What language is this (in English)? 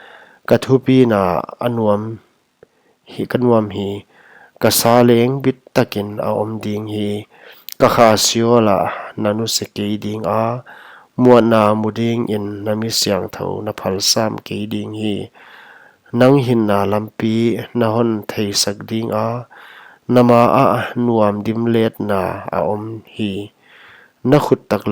Paite Chin